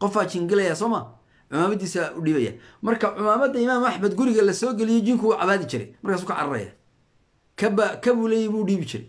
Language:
Somali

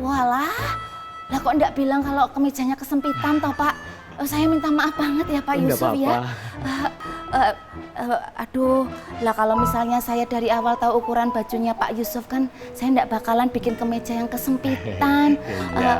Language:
Betawi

